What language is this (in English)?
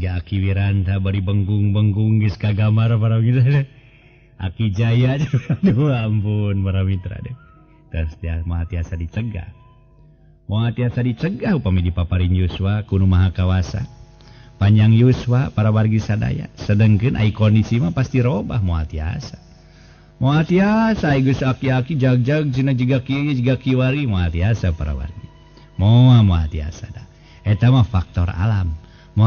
Sundanese